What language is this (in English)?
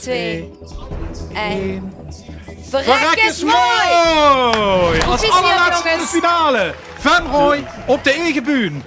Limburgish